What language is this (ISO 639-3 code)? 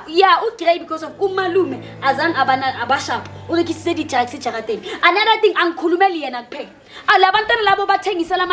zul